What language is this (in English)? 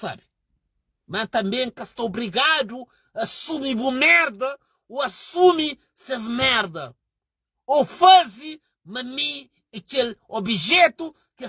Kabuverdianu